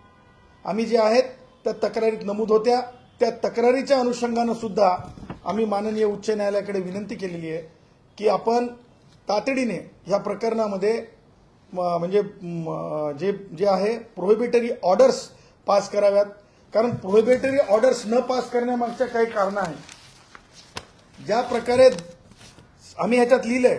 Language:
Marathi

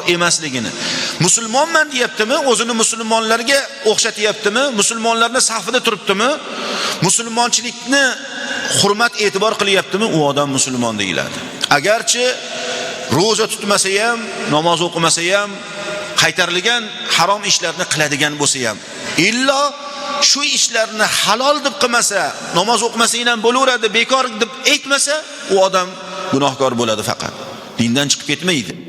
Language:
Uzbek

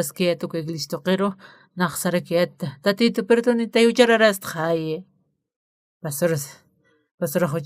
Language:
Aymara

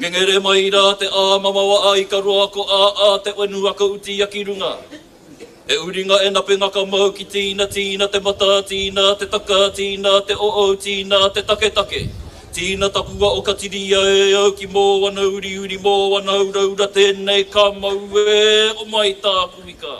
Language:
Māori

